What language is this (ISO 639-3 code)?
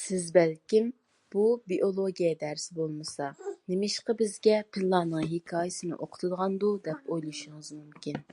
uig